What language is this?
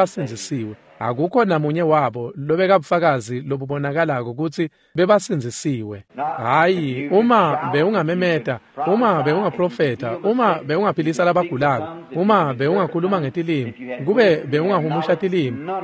Swati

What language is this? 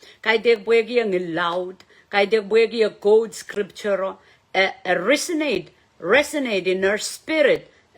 Pohnpeian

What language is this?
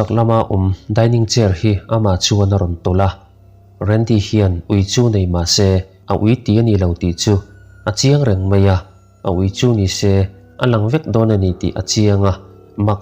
Mizo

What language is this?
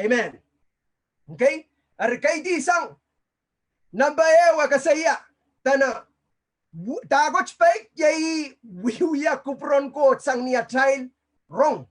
Pohnpeian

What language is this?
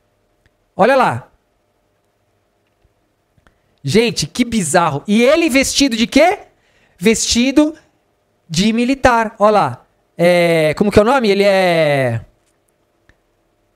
Portuguese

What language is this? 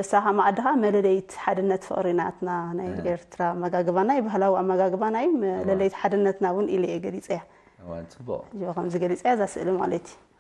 Tigrinya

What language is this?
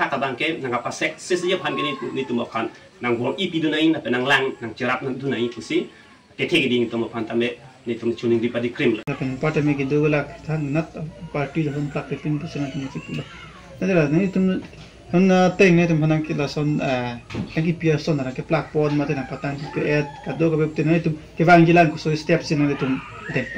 Karbi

